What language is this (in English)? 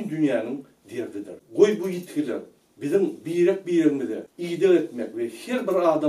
Turkmen